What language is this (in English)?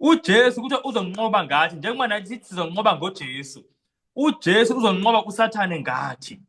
Zulu